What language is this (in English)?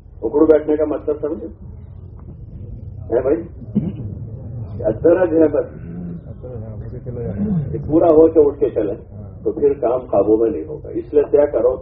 Urdu